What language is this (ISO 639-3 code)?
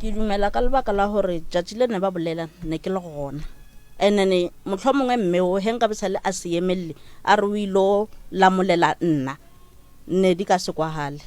nso